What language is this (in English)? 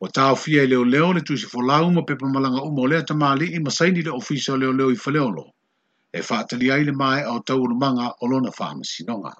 Samoan